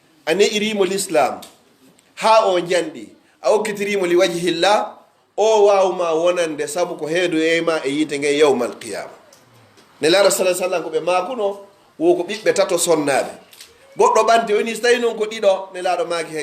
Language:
Pular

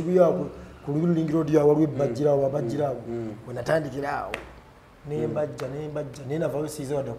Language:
Ganda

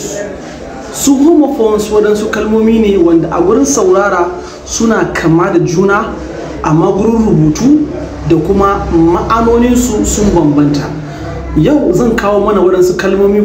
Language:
Hausa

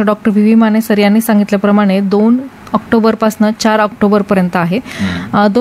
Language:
Marathi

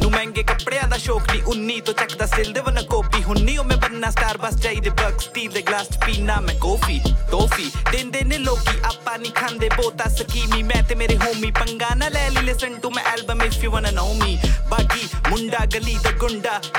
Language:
Punjabi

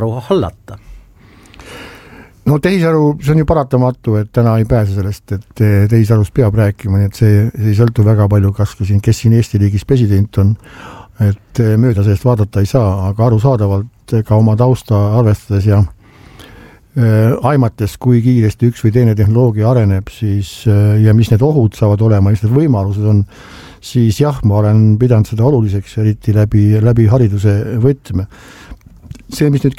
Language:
Estonian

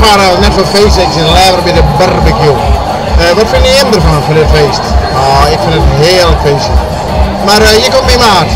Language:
Western Frisian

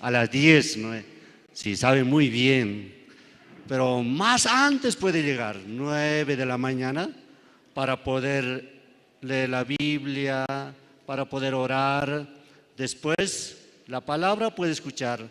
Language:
South Bolivian Quechua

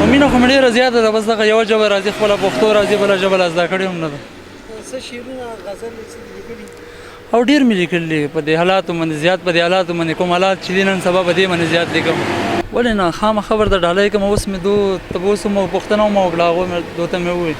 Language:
Pashto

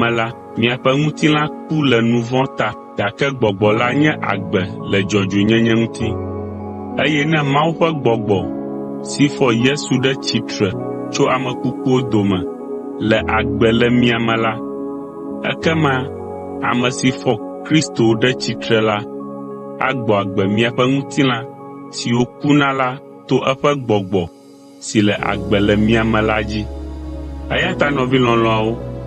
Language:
Ewe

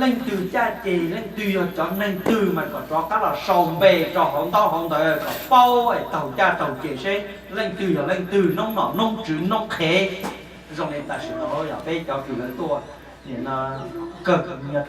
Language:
Hmong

